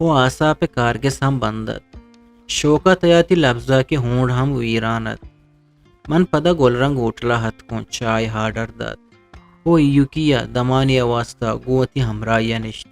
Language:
Eastern Balochi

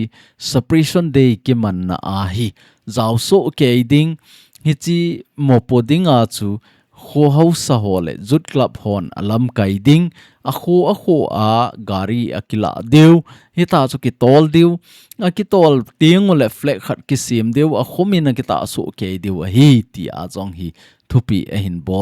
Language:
Thado Chin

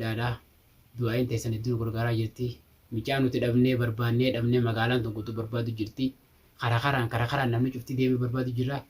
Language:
Oromo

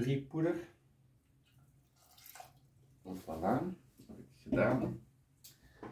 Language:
Dutch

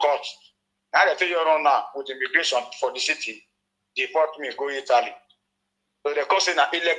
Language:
Nigerian Pidgin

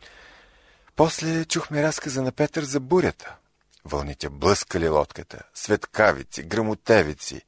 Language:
Bulgarian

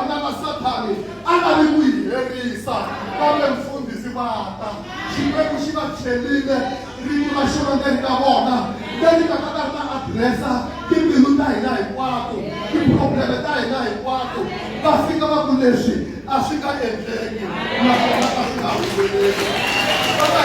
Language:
Tsonga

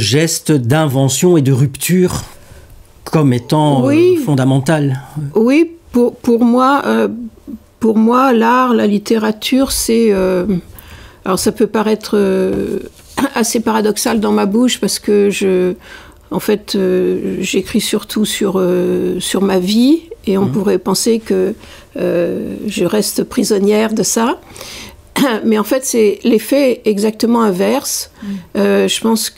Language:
French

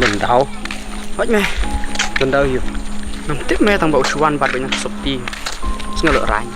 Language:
Khasi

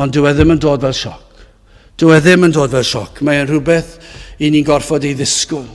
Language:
Welsh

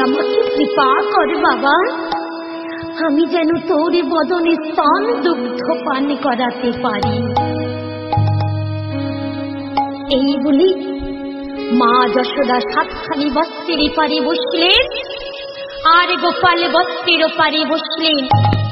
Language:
Bangla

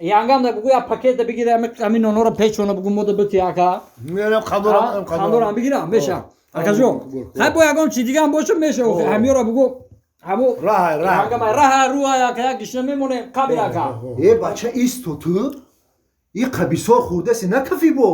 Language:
Tajik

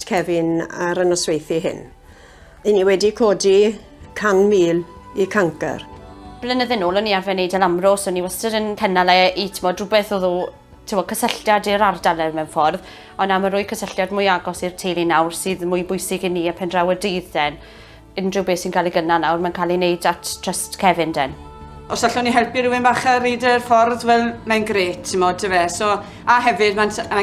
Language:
Welsh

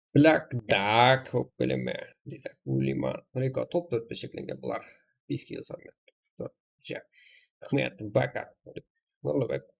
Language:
Kara-Kalpak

